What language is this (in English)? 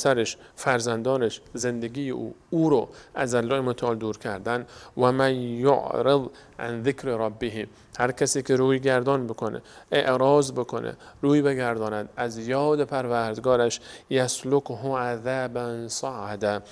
Persian